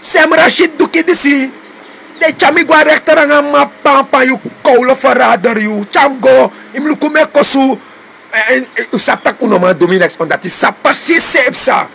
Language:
Sranan Tongo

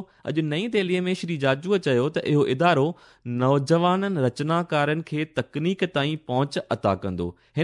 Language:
Sindhi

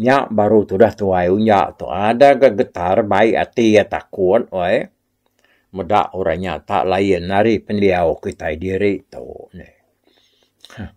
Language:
Iban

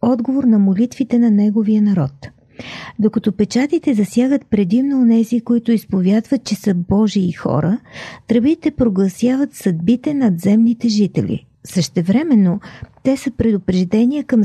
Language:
Bulgarian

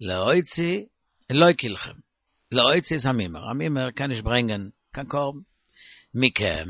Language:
Yiddish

